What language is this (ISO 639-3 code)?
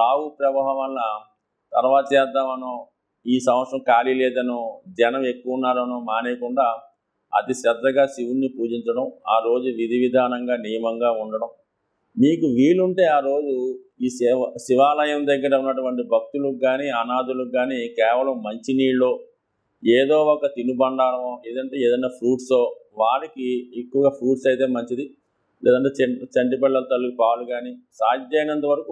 tel